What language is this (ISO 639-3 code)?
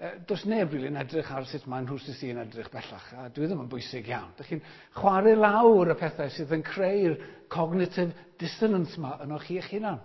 cym